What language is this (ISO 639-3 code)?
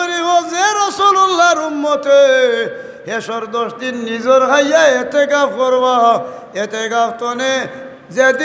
syl